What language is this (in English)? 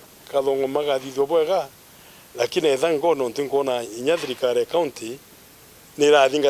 Meru